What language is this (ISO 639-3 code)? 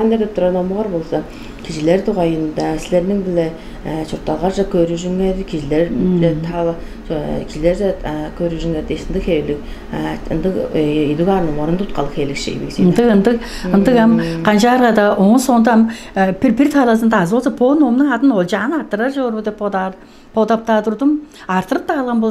tyv